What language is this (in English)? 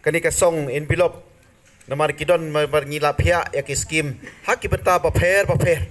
Khasi